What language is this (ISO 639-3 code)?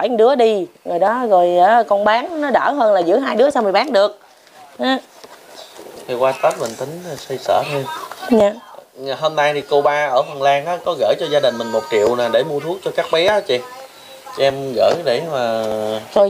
vie